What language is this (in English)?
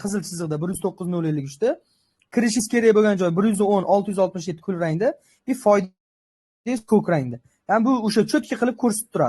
Uzbek